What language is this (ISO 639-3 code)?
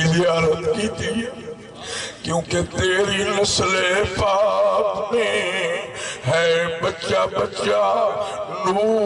skr